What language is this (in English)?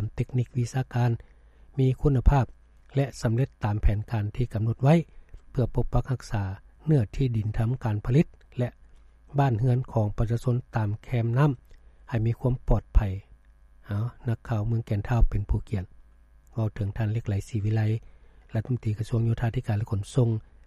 Lao